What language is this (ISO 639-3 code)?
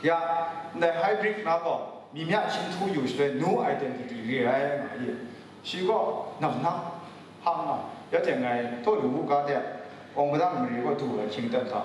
kac